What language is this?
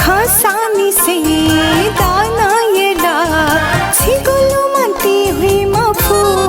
Newari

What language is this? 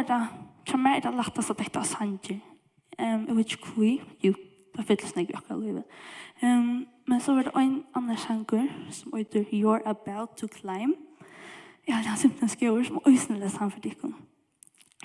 Faroese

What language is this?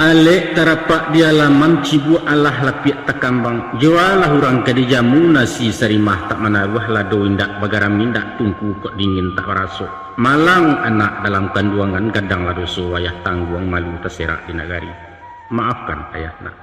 Minangkabau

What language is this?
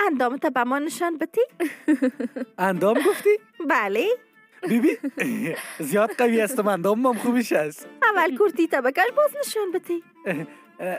Persian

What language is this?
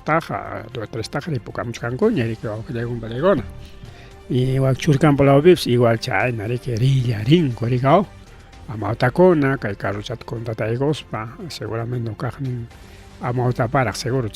Ayacucho Quechua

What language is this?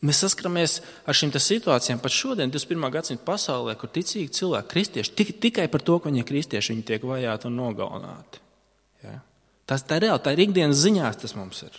Latvian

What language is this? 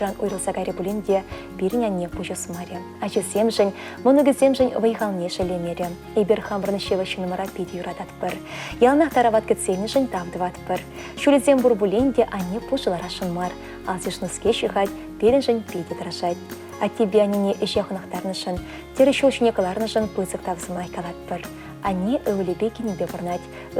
Chuvash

